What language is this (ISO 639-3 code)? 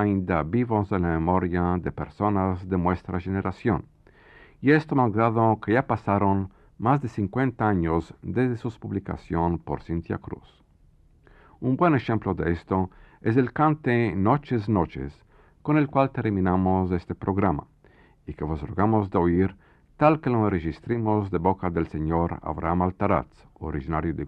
lad